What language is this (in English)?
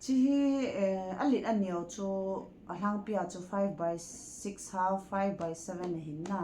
Thado Chin